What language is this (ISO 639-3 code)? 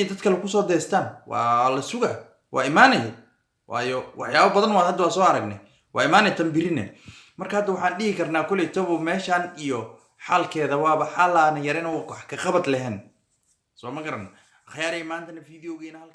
som